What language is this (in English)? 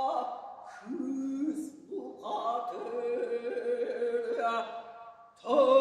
Yakut